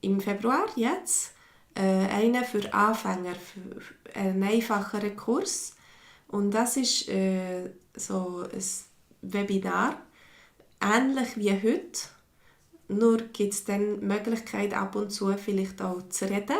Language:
Swiss German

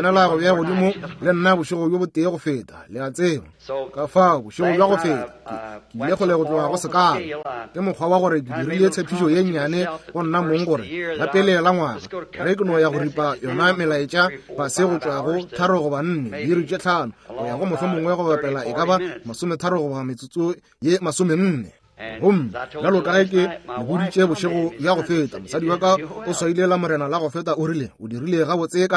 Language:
Northern Sotho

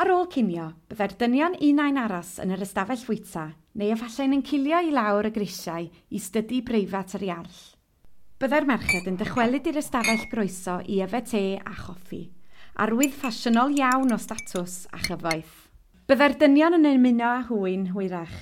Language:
Welsh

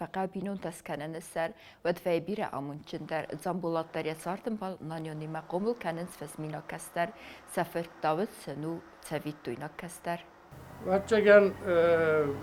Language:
Ossetic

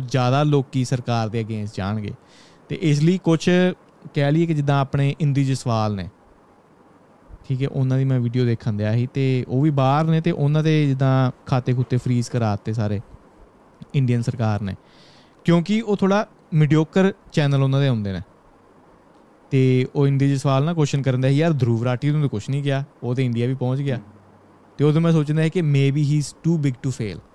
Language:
Punjabi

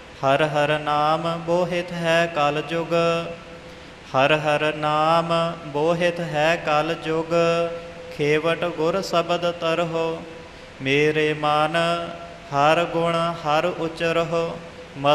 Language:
Punjabi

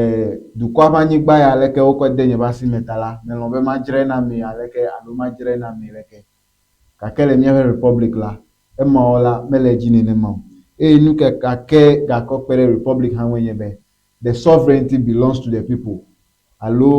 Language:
Ewe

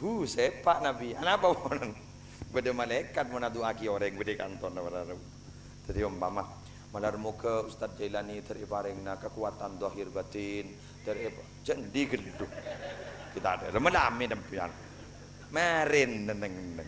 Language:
Madurese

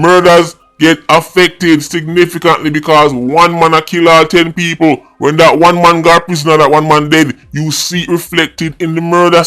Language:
Jamaican Creole English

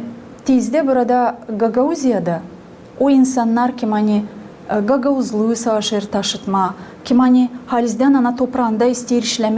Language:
Gagauz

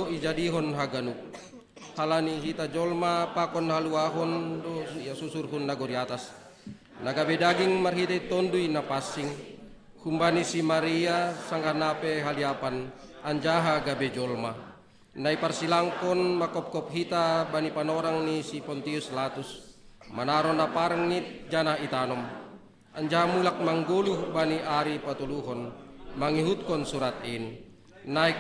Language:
Batak Simalungun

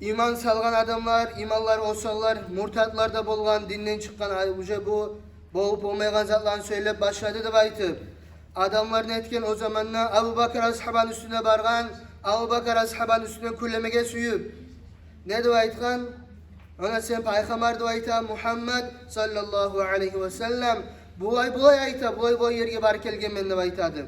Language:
Kumyk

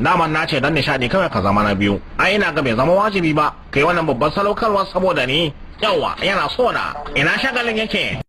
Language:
Hausa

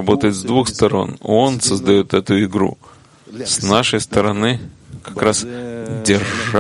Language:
Russian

